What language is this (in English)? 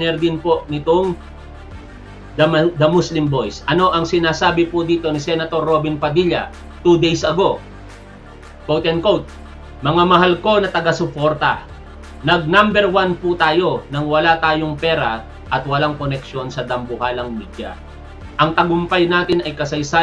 Filipino